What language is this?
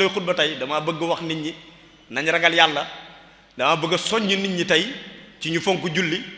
Wolof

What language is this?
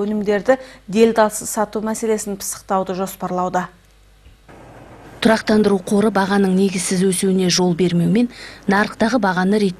Kazakh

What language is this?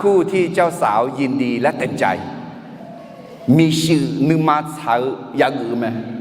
Akha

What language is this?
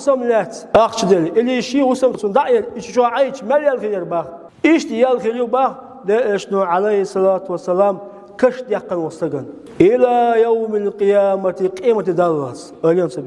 Chechen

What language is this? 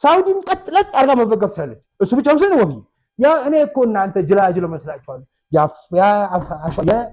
Amharic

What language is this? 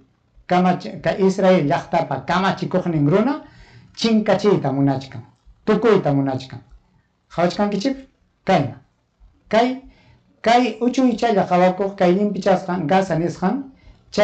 Ayacucho Quechua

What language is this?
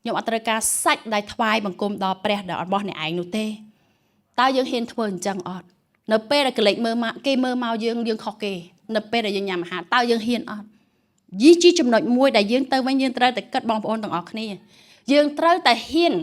Khmer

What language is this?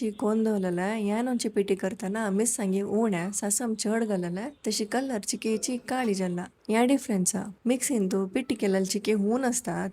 Konkani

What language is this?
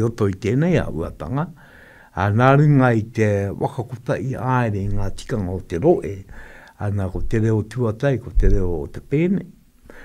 Māori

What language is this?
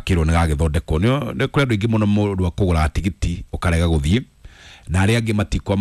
Kikuyu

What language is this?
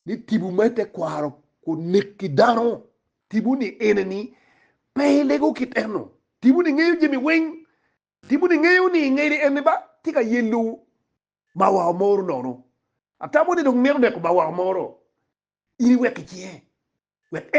Acoli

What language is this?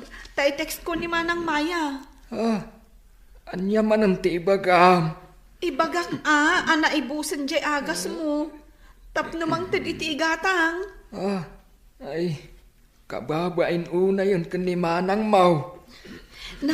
Iloko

